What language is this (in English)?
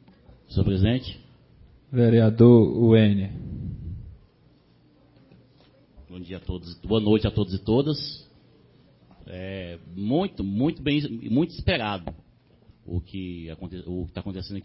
Portuguese